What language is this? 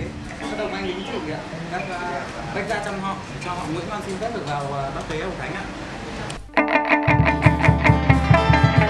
Vietnamese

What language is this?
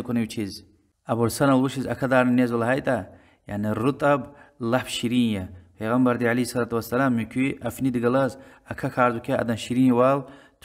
Lezghian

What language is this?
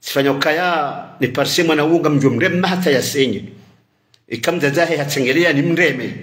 Ngazidja Comorian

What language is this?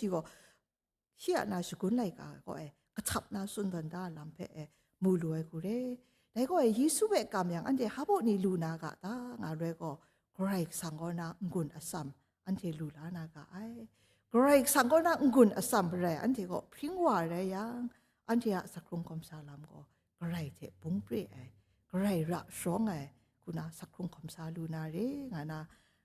Kachin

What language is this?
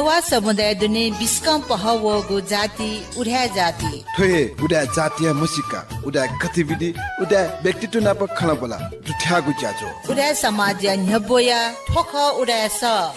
Newari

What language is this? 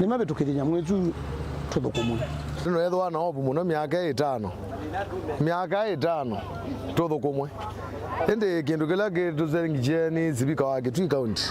Kamba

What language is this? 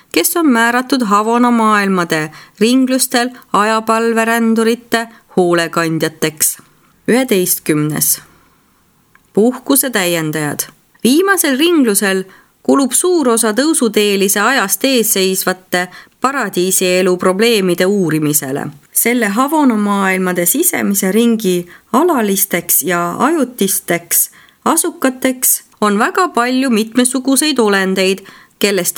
Estonian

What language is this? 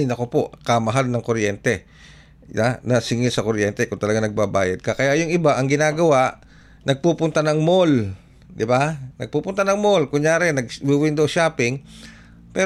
Filipino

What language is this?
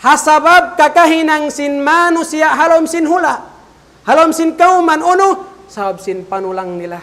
Tausug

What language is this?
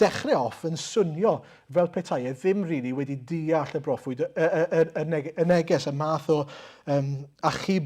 Welsh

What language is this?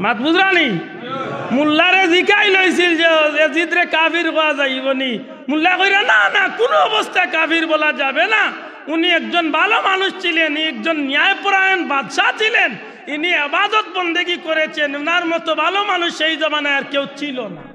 Sylheti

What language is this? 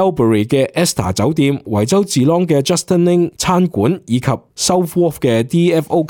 Cantonese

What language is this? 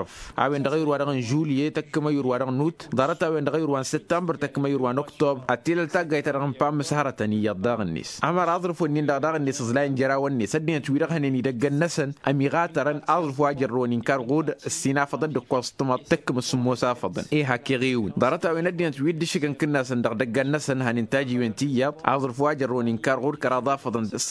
Tamasheq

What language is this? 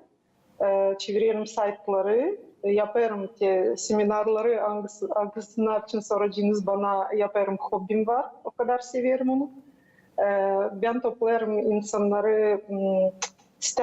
Gagauz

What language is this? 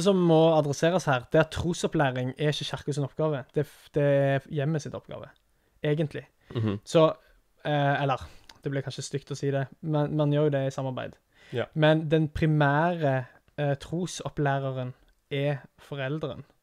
Norwegian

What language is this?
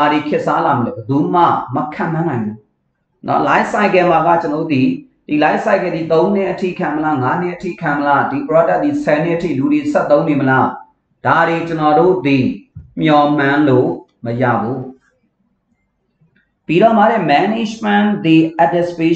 Burmese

